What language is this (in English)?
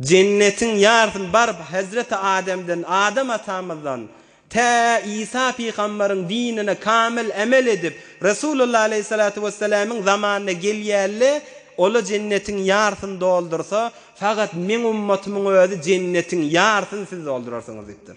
Turkmen